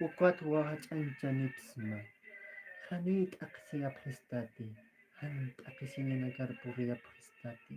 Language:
Aymara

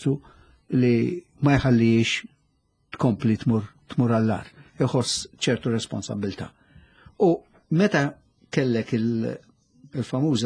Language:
Maltese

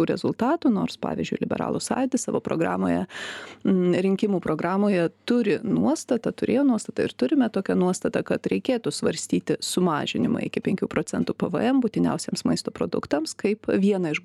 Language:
Lithuanian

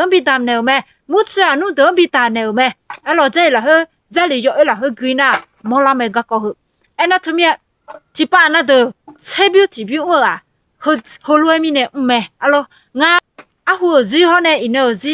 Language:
Akha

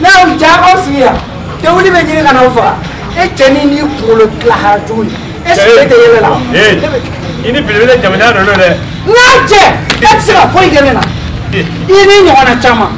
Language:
Bambara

